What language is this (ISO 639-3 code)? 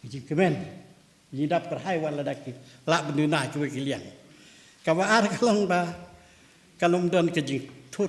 kha